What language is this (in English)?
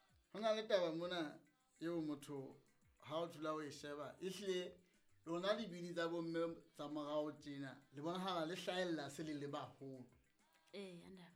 Southern Sotho